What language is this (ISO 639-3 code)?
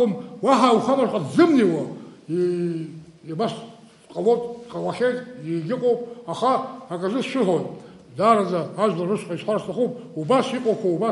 abk